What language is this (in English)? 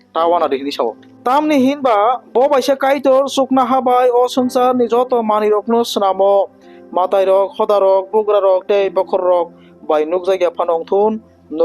Kok Borok